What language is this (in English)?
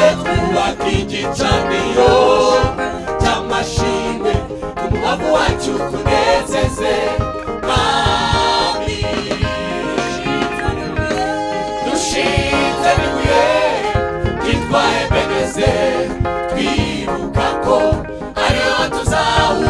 Kinyarwanda